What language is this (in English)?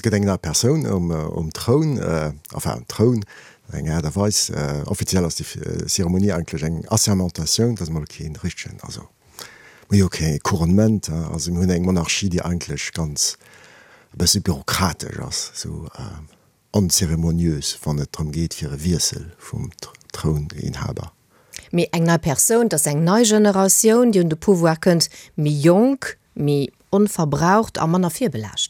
Luxembourgish